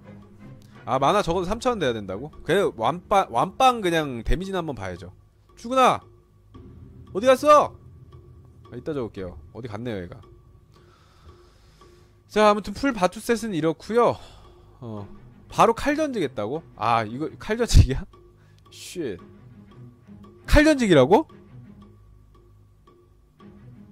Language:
Korean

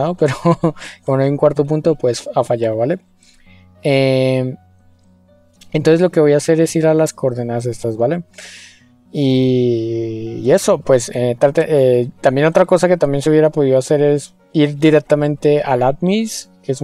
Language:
Spanish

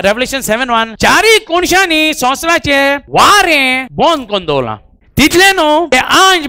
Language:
Konkani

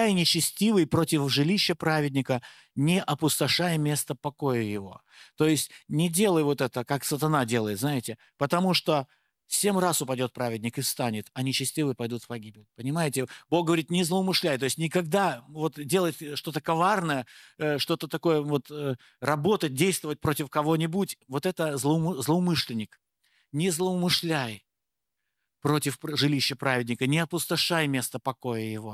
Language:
Russian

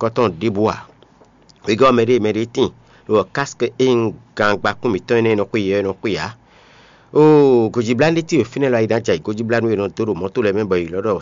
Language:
Fon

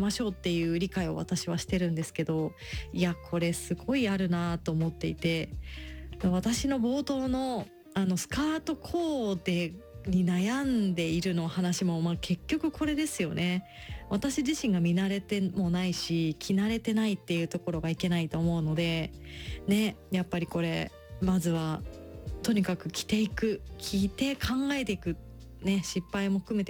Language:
Japanese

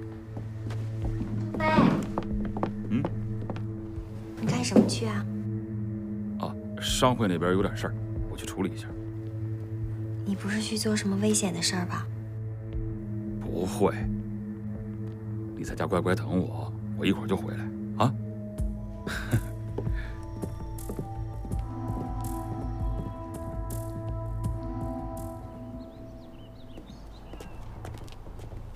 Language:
Chinese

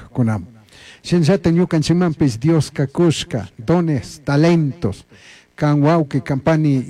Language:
Chimborazo Highland Quichua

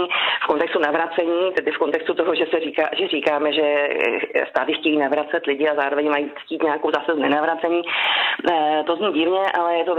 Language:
Czech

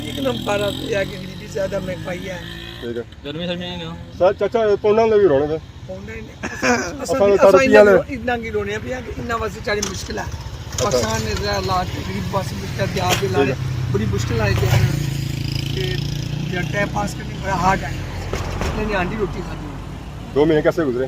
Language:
Pahari-Potwari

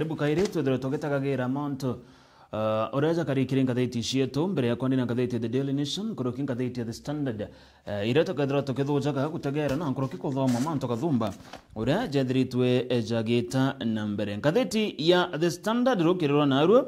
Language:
Meru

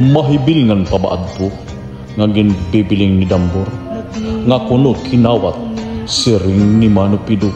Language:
Waray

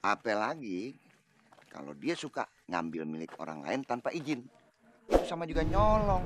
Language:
Betawi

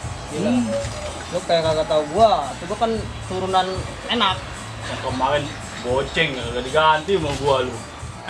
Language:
Betawi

